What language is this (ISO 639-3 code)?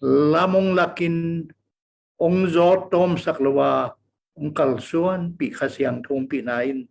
ctd